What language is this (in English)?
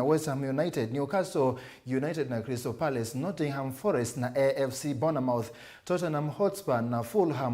Kamba